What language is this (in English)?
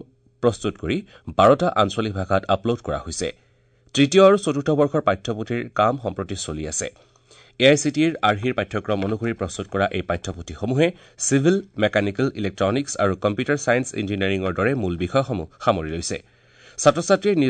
Assamese